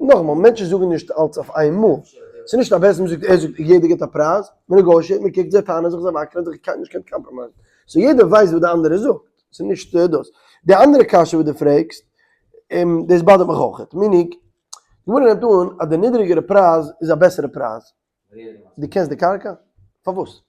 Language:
Yiddish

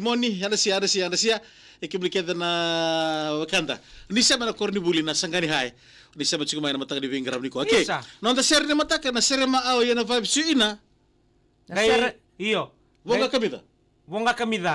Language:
Fijian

